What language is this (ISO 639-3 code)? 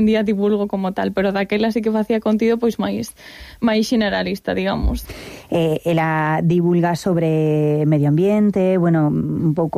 glg